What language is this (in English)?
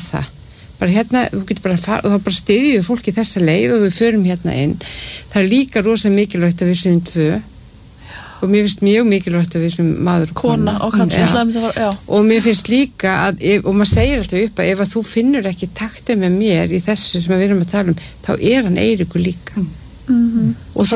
Icelandic